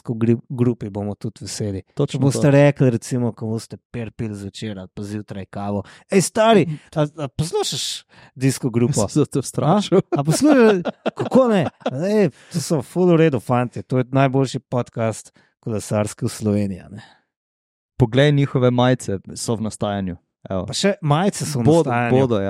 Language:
Slovenian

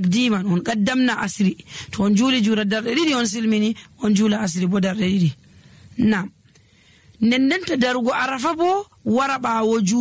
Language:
Nigerian Fulfulde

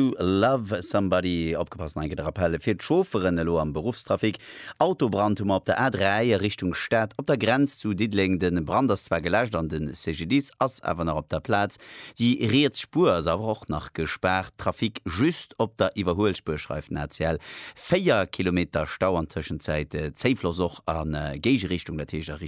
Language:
Luxembourgish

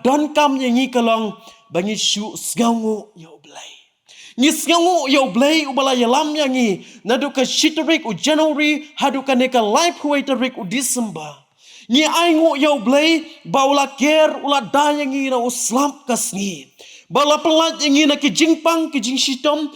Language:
Khasi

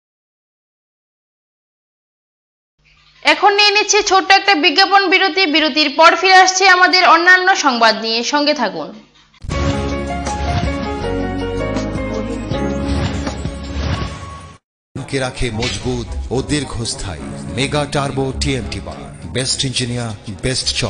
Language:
Bangla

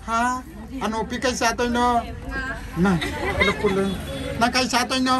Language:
Manipuri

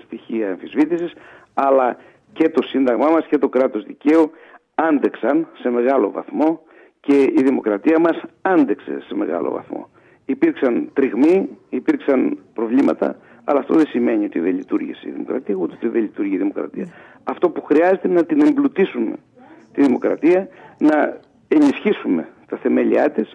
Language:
Greek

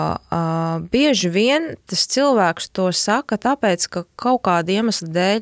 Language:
Latvian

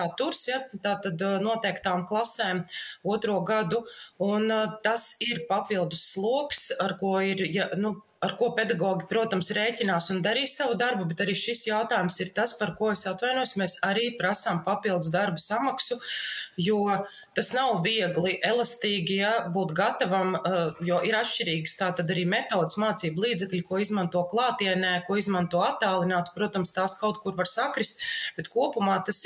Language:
Latvian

